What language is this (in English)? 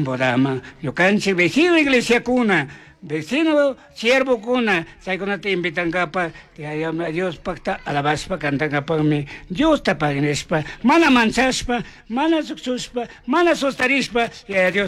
Chimborazo Highland Quichua